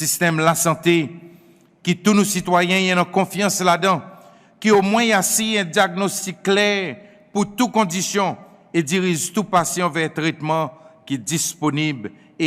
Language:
Seselwa Creole French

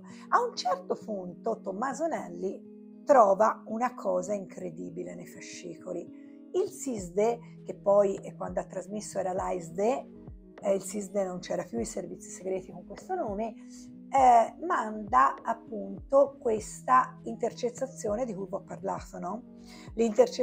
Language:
Italian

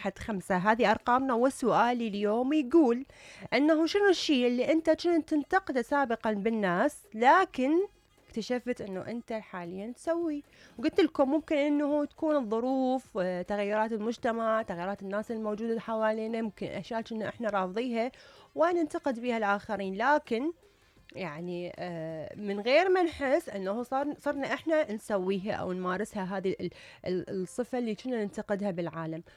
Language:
Mesopotamian Arabic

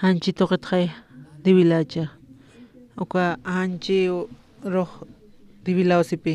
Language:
Aymara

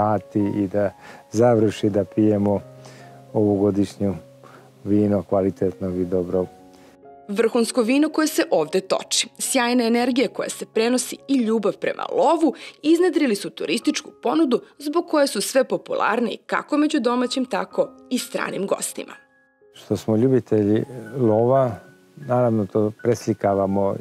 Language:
Serbian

